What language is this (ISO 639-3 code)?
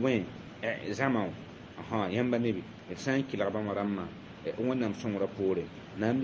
mos